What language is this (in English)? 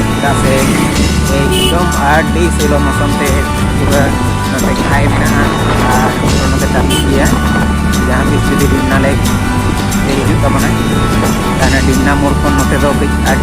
Santali